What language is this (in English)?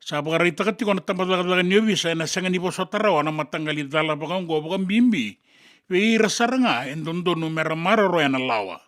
Fijian